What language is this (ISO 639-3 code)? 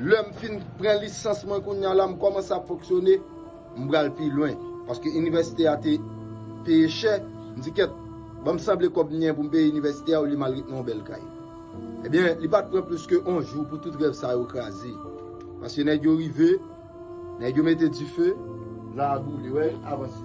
hat